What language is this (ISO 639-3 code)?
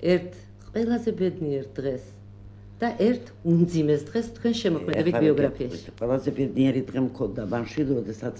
kat